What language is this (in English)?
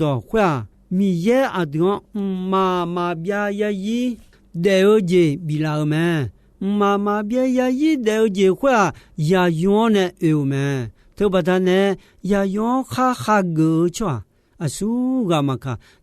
Akha